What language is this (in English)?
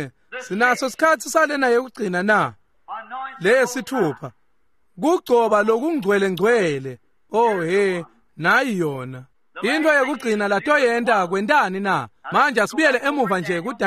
Swati